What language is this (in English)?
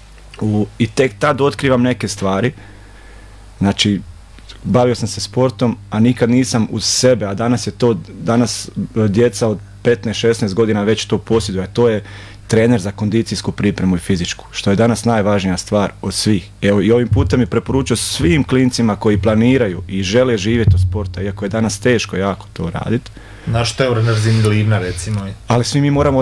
Croatian